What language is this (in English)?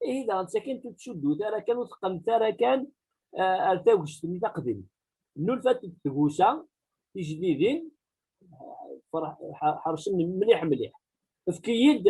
Kabyle